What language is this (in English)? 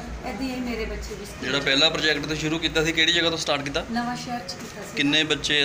Punjabi